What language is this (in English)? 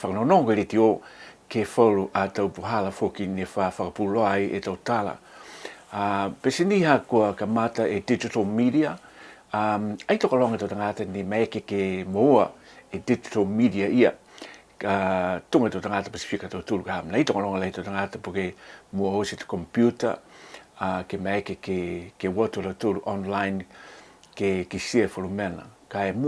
Niuean